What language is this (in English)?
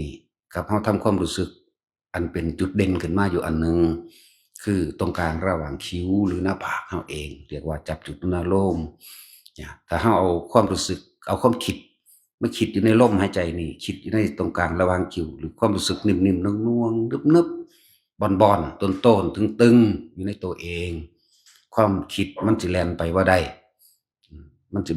Northeastern Thai